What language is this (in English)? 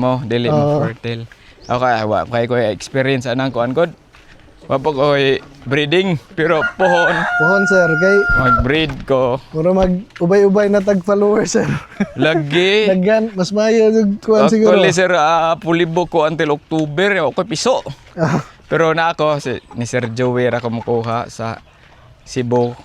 Cebuano